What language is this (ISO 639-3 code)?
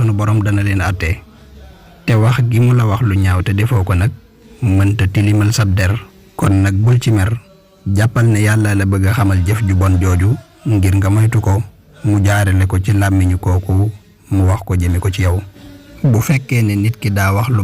wol